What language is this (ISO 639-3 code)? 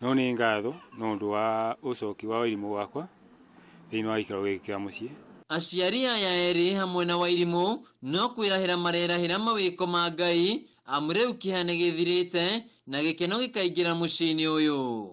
kik